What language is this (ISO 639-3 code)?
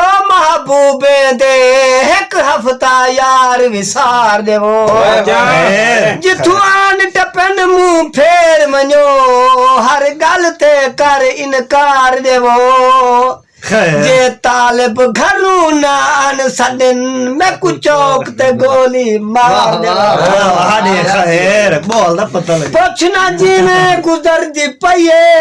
skr